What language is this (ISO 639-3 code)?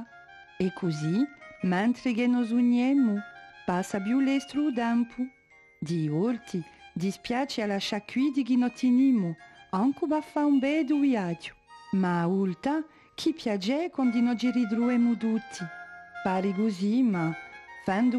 cos